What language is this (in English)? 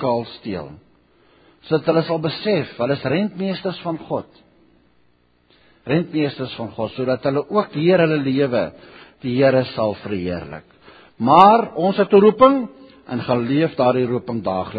Afrikaans